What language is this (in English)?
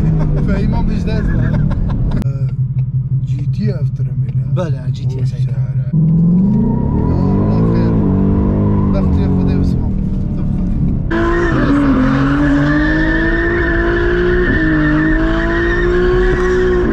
Persian